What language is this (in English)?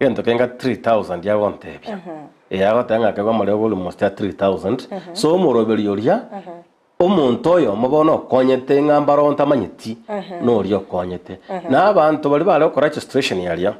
Gusii